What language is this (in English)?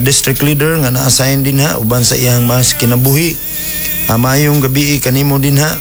Cebuano